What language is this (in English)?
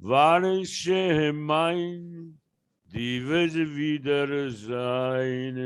Yiddish